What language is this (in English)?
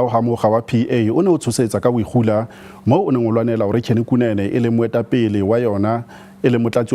Southern Sotho